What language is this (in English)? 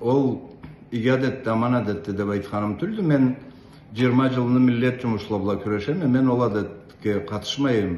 Karachay-Balkar